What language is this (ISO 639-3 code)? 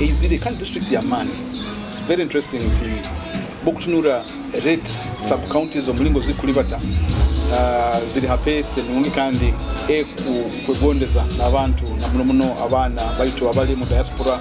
nyo